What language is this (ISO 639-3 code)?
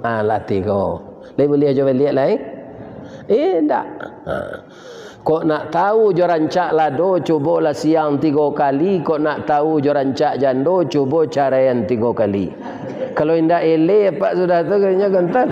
min